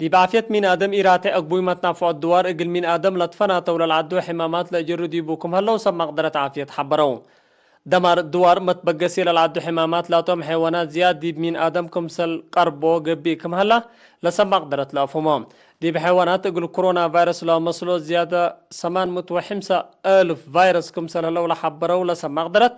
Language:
Tigre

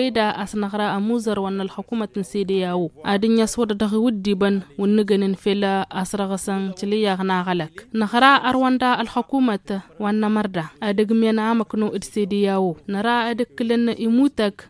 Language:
Tamasheq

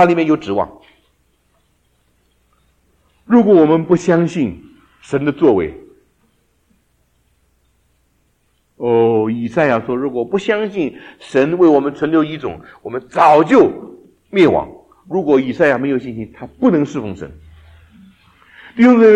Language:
Chinese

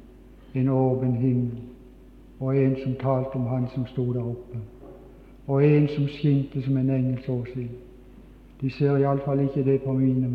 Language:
Norwegian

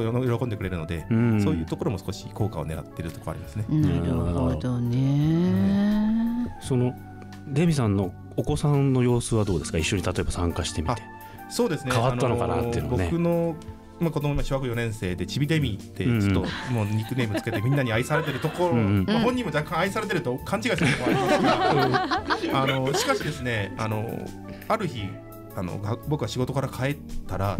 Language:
Japanese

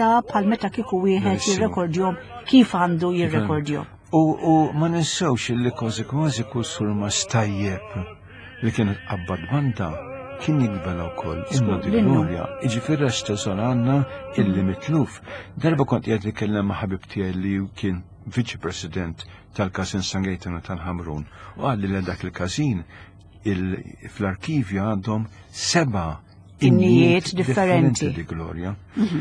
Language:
Maltese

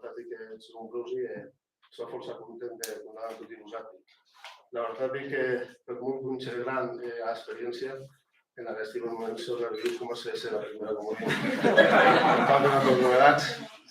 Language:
Occitan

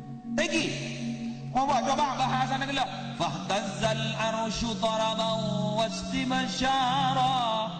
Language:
Madurese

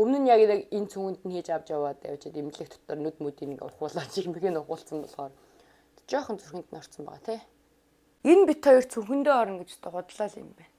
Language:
Mongolian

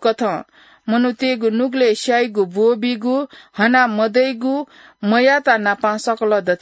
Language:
Newari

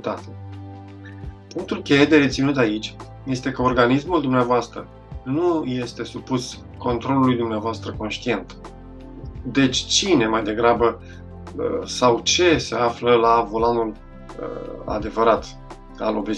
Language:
Romanian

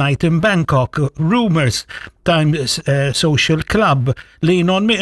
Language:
Maltese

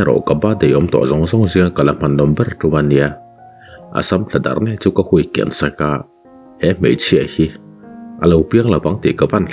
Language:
Mizo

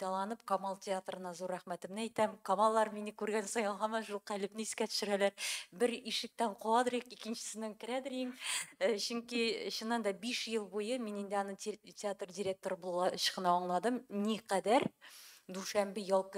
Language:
Tatar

